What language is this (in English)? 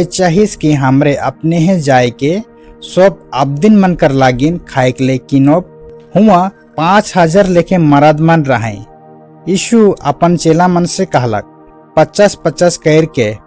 Sadri